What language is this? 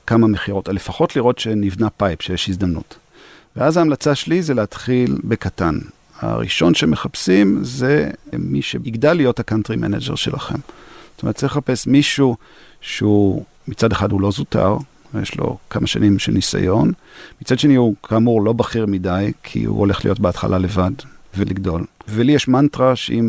Hebrew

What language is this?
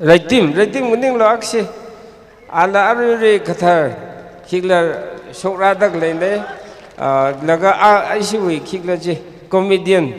Tangkhul Naga (India)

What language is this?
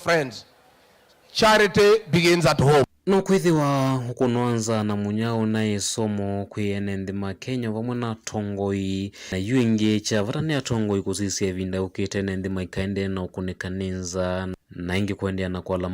Kamba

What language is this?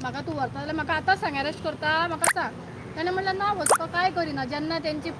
Konkani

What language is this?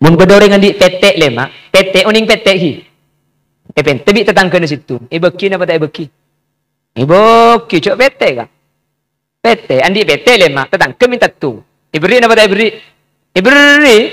Madurese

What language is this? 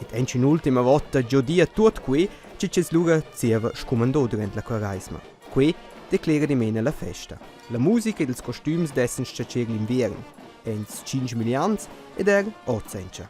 Romansh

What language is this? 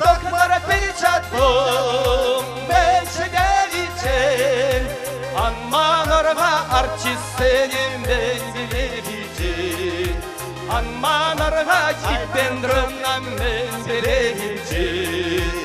Chuvash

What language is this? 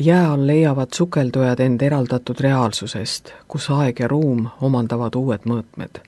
Estonian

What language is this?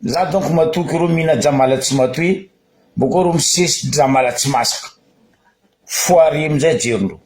Malagasy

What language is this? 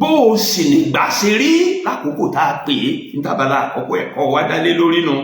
Yoruba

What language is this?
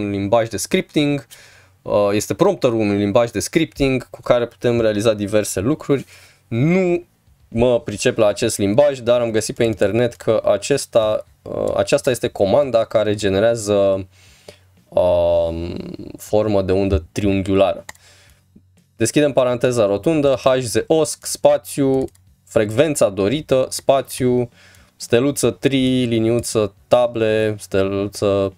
Romanian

